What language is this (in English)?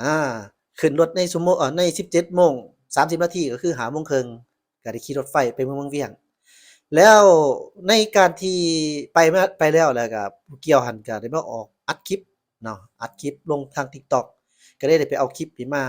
Lao